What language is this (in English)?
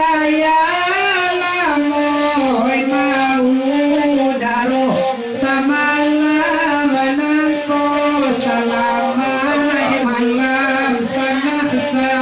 Minangkabau